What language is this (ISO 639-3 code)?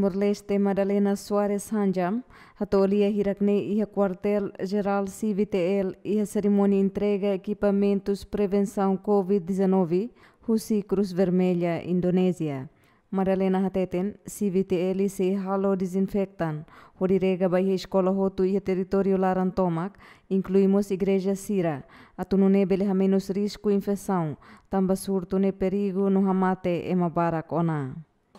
tet